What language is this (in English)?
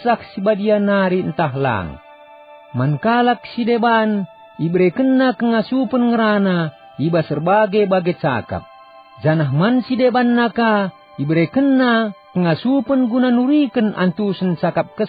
Batak Karo